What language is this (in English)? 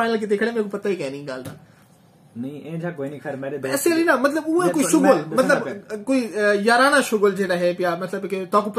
Saraiki